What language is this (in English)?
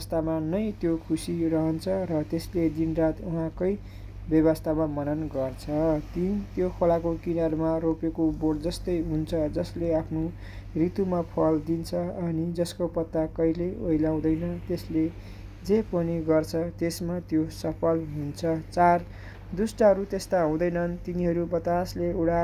Nepali